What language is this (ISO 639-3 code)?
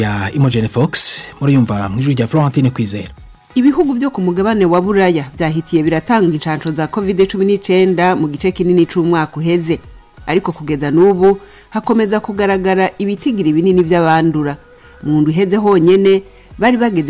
kin